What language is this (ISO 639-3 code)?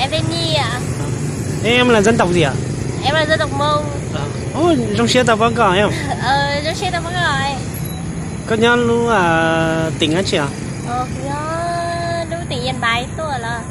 hmn